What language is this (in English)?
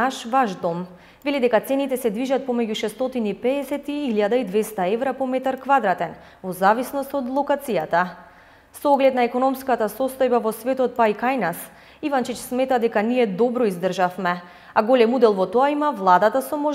Macedonian